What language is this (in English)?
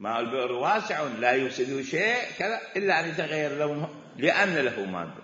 Mesopotamian Arabic